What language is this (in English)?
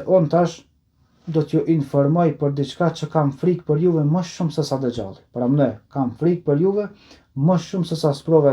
Albanian